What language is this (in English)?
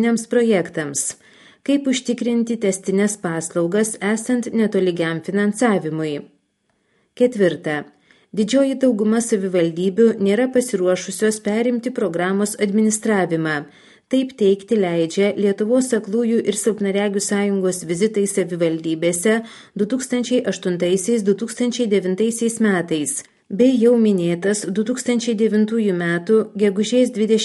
Lithuanian